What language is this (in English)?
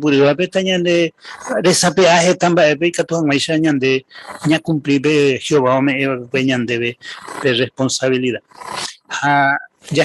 Guarani